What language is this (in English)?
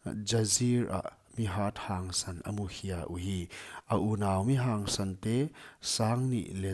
Paite Chin